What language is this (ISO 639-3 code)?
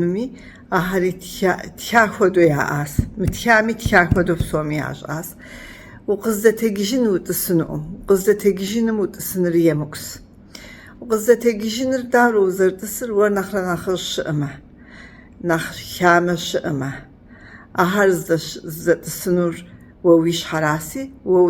kbd